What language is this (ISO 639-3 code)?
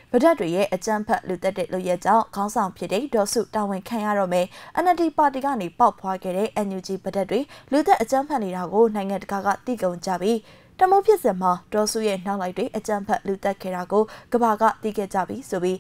mya